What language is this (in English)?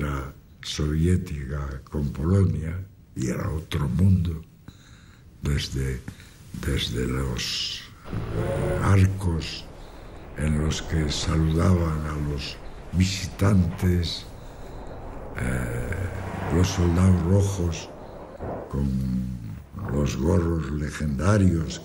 Spanish